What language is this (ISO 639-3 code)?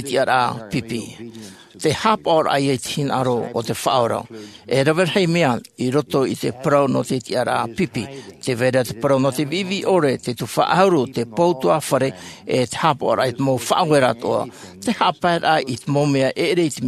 tah